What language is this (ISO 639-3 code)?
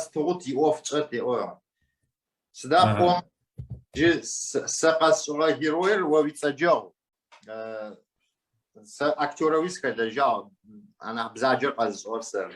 ady